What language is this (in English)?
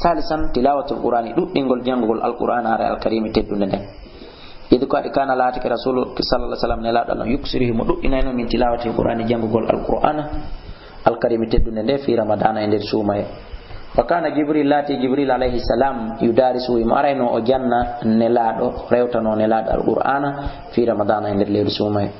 Fula